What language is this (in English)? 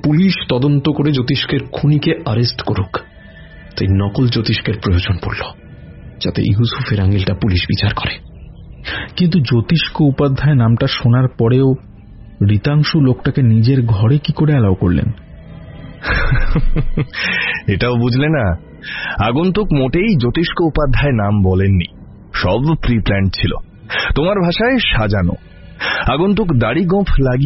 Bangla